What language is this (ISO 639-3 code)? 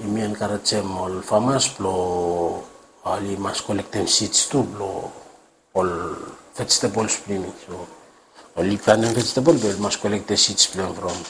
bis